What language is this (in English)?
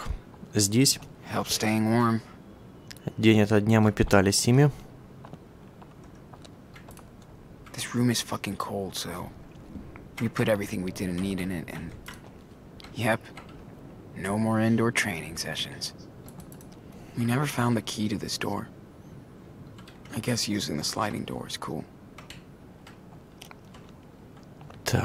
Russian